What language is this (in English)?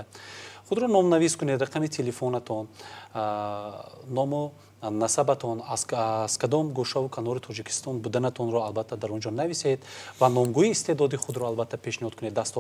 Tajik